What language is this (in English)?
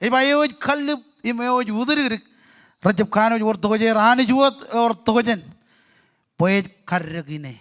Marshallese